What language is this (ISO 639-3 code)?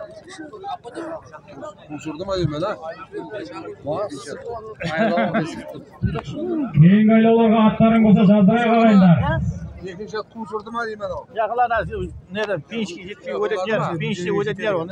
kaz